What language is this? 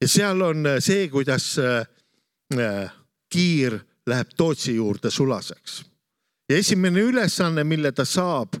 Estonian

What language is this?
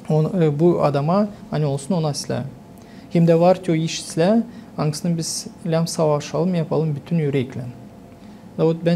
Gagauz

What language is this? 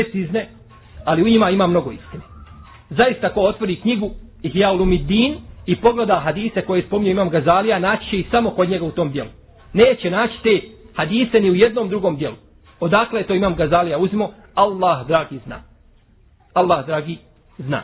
Bosnian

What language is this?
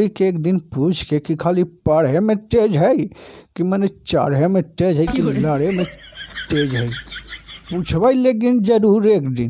Magahi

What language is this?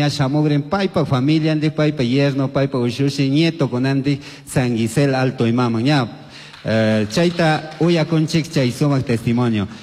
Chimborazo Highland Quichua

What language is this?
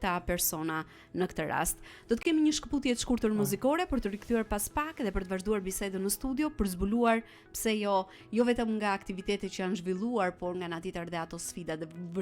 Albanian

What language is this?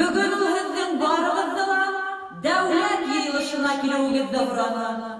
Bashkir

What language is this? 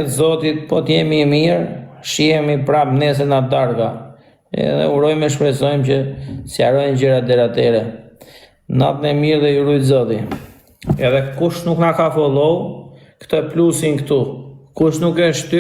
Albanian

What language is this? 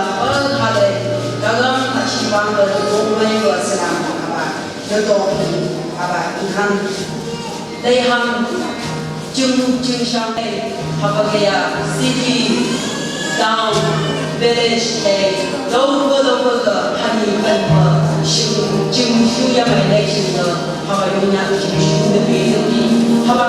Phom Naga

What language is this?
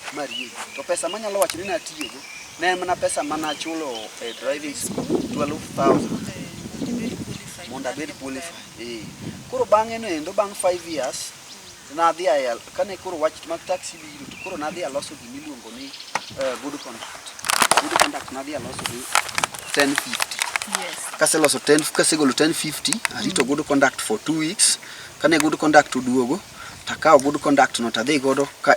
Luo (Kenya and Tanzania)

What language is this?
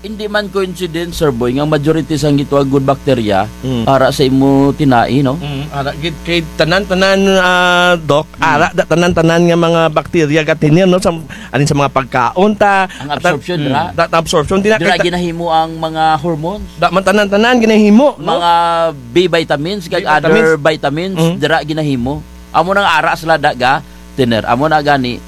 Kinaray-a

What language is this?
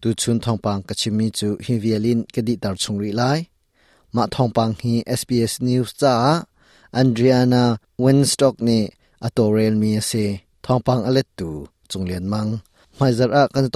Hakha Chin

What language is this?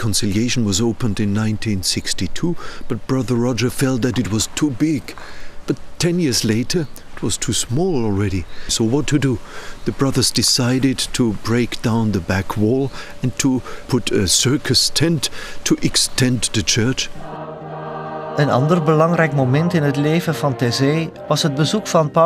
Dutch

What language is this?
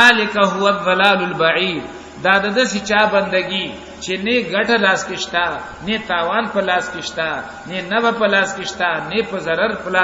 Pashto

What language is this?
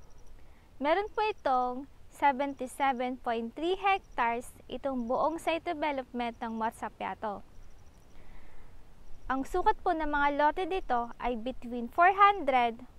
Filipino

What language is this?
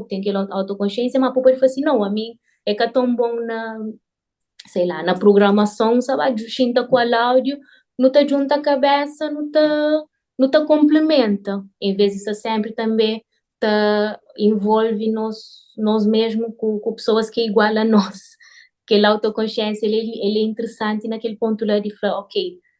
Kabuverdianu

